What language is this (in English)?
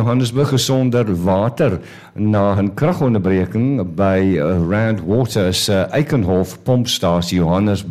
Afrikaans